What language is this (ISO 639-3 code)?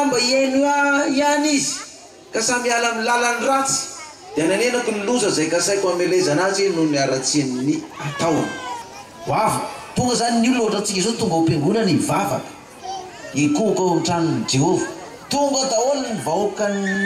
mlg